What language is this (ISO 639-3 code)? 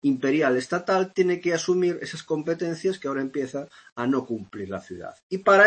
spa